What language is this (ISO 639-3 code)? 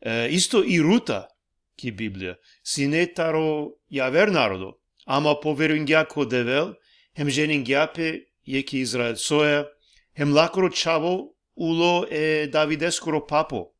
rmn